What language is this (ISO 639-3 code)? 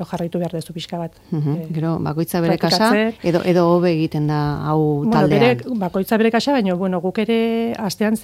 eus